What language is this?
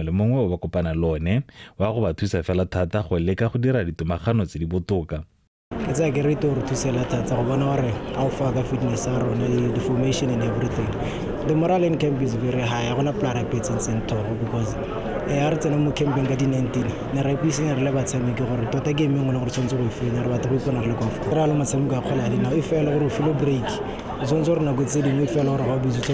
Tswana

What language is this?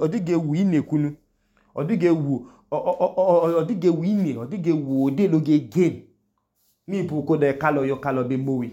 Idoma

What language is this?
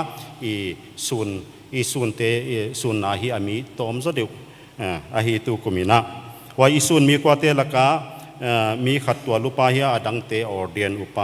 Paite Chin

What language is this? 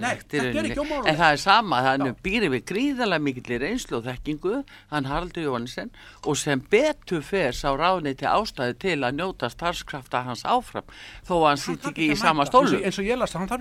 Icelandic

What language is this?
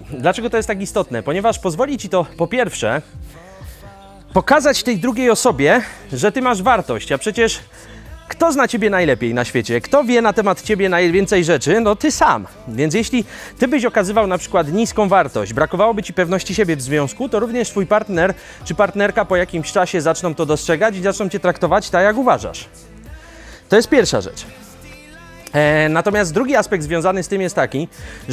Polish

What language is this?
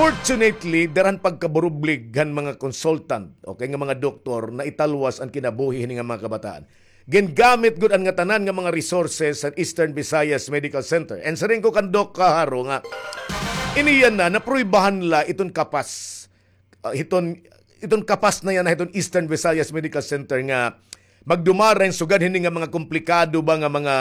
Waray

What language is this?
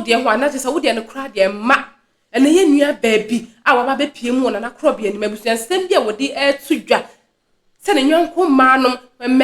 Akan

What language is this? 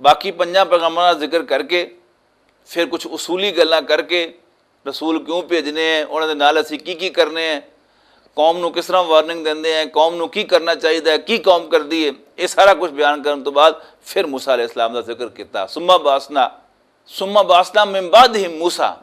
Western Panjabi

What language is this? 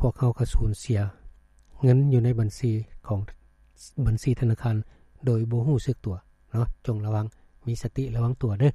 Lao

